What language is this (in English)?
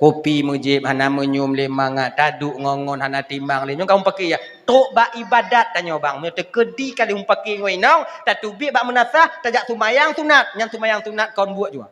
Achinese